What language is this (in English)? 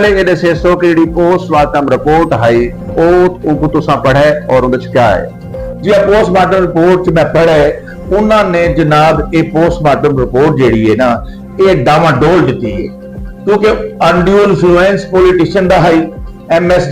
Saraiki